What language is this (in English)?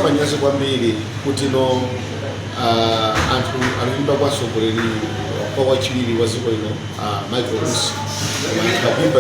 Nyanja